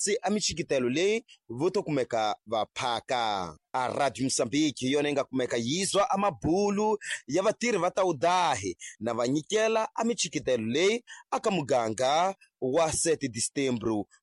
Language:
Tsonga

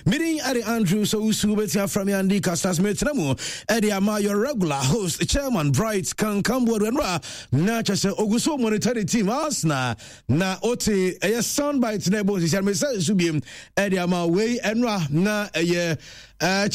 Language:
Akan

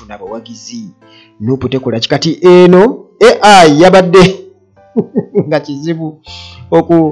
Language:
Ganda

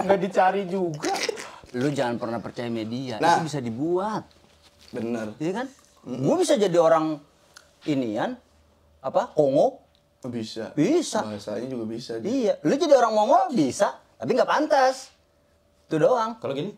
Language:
Betawi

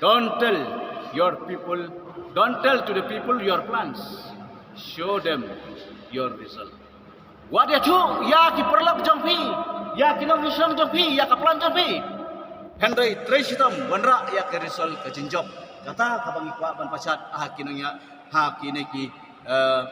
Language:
Khasi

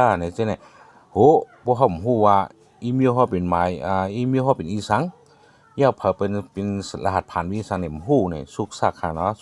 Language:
Shan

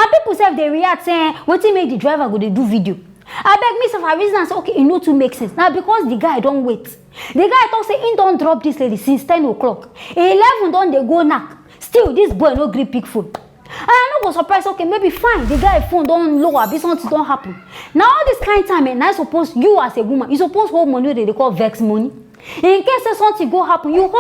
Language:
Nigerian Pidgin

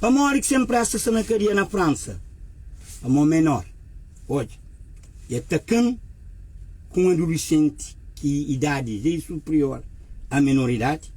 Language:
Kabuverdianu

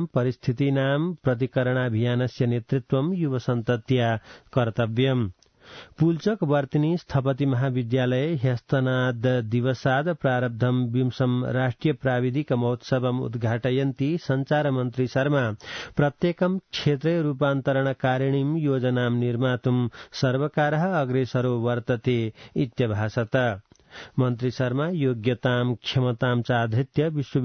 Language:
Sanskrit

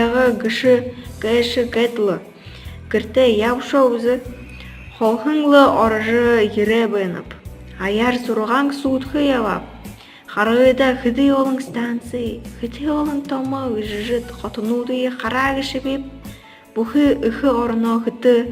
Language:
Buriat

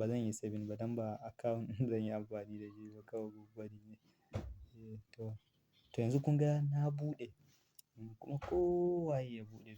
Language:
Hausa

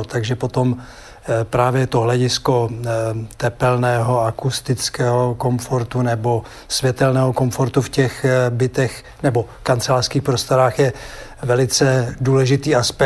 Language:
Czech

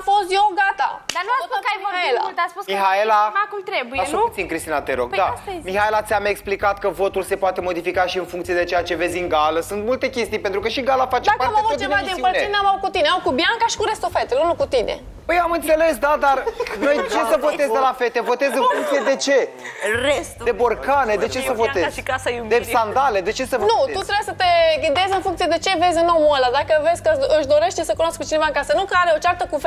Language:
Romanian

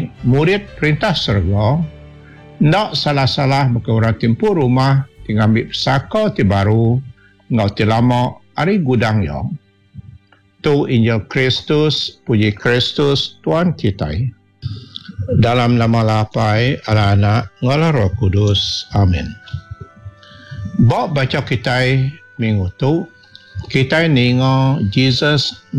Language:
Iban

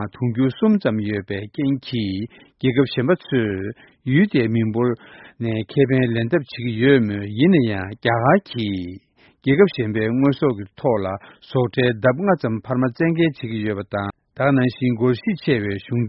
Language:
Korean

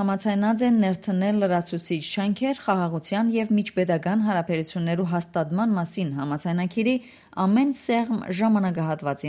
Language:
Western Armenian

